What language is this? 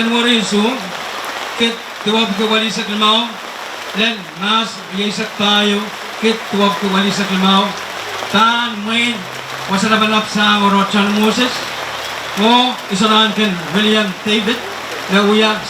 Pohnpeian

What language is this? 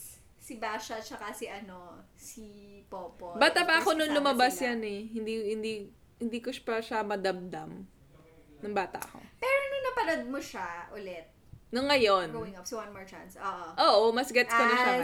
Filipino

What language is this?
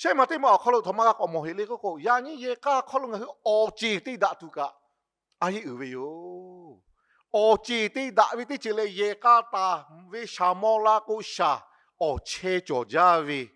Lahu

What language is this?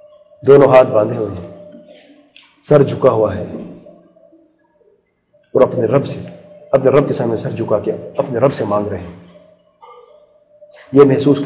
Urdu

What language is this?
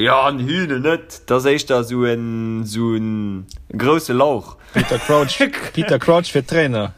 Luxembourgish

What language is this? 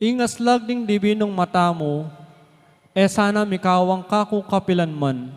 Pampanga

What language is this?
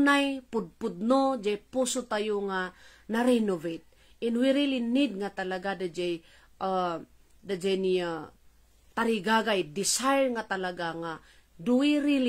Iloko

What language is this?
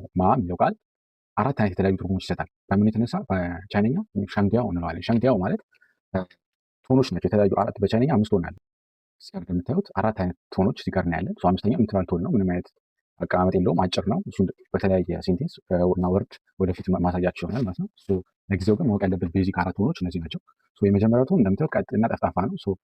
Amharic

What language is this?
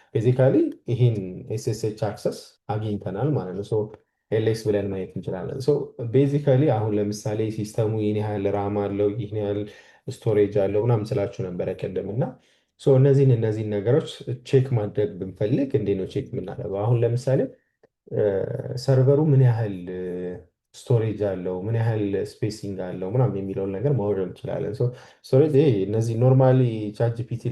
Amharic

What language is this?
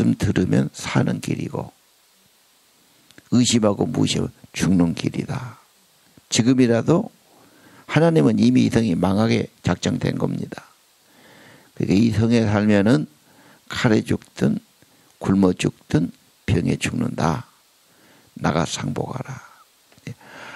Korean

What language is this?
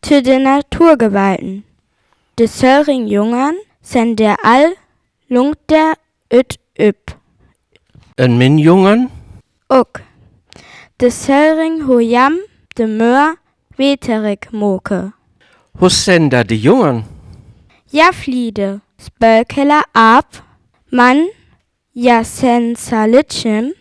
Northern Frisian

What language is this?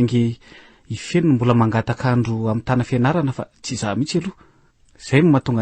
Malagasy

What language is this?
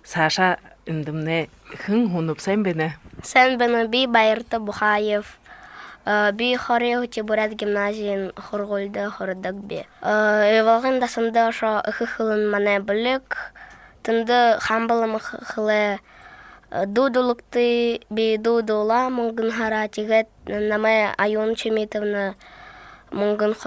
Buriat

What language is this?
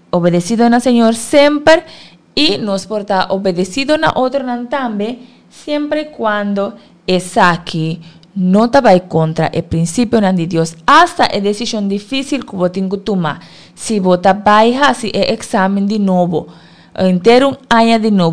Papiamento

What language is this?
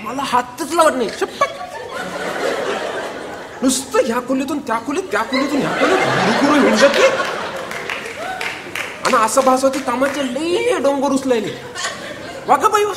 Marathi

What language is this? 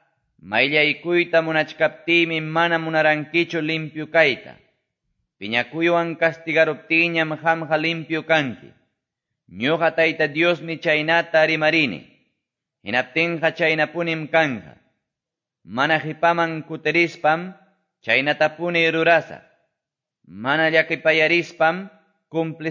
Quechua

